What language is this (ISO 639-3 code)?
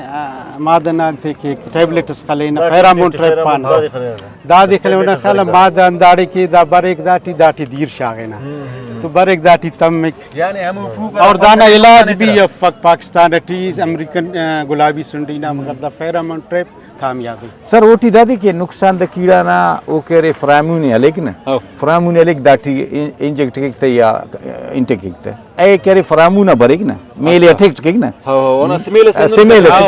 brh